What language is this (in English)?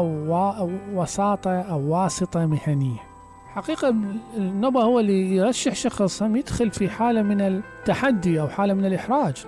Mesopotamian Arabic